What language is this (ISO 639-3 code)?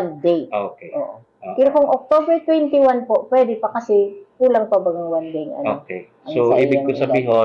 bik